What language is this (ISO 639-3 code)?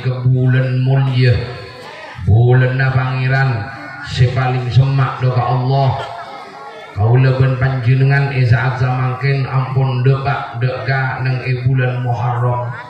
mad